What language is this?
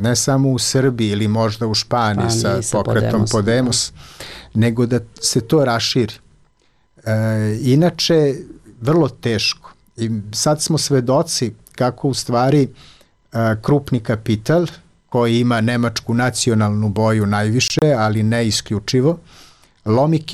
Serbian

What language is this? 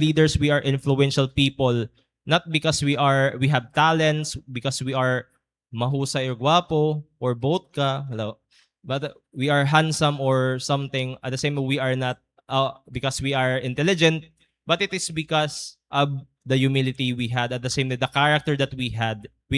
Waray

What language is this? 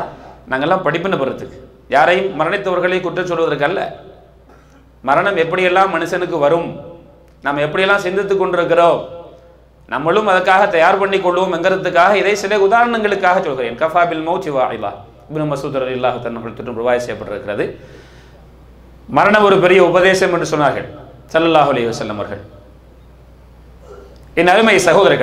Tamil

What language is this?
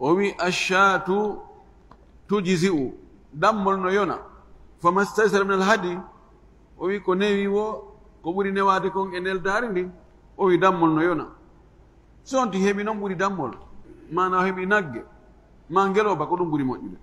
Fula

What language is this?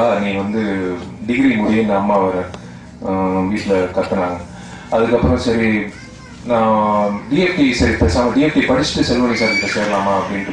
Tamil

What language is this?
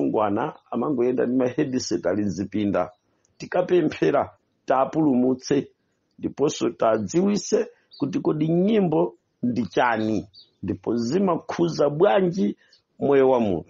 Nyanja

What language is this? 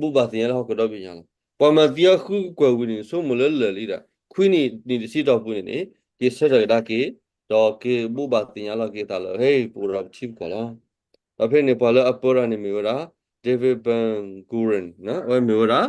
S'gaw Karen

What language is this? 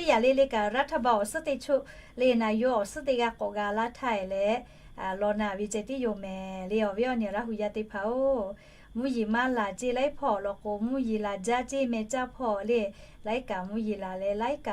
Lahu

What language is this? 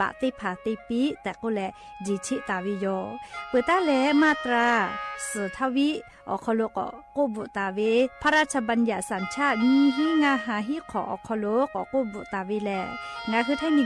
Lahu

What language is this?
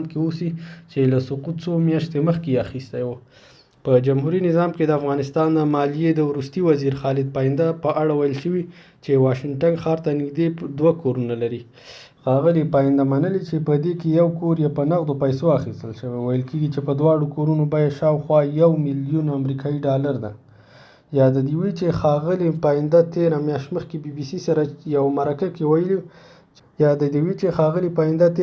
Pashto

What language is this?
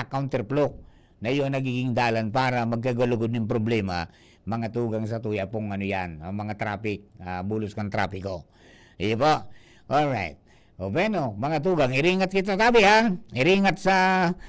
Bikol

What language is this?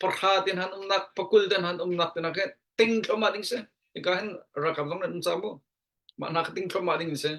Hakha Chin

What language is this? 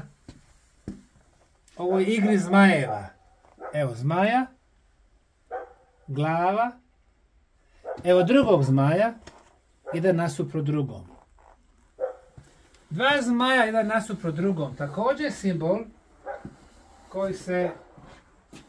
Bosnian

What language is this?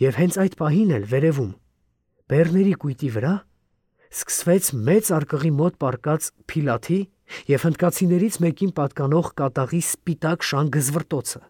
Armenian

